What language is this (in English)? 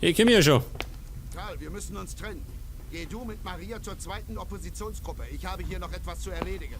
Bavarian